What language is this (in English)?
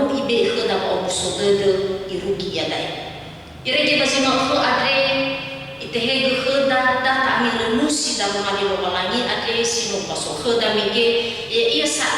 Nias